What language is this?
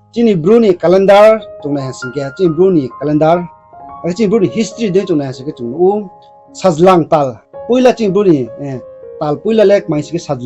Riang (India)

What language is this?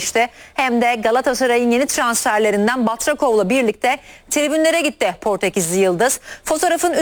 Turkish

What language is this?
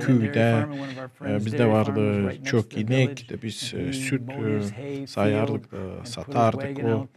Gagauz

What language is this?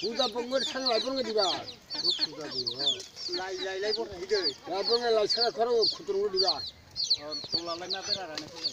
Kok Borok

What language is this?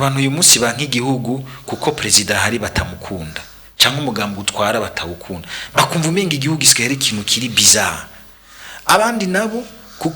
Rundi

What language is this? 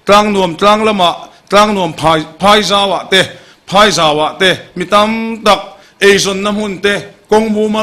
Mizo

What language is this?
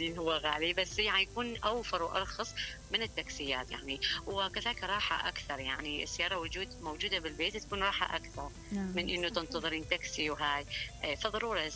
Mesopotamian Arabic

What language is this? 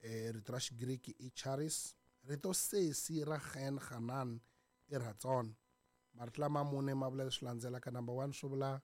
Tsonga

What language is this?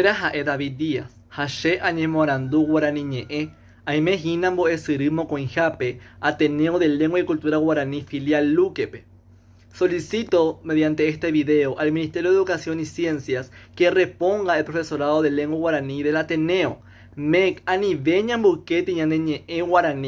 Guarani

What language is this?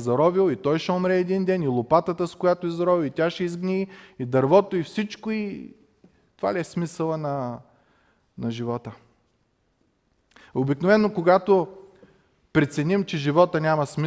Bulgarian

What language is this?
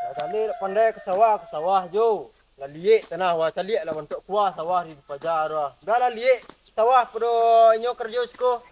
Minangkabau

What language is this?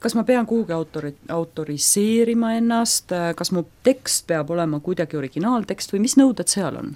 Estonian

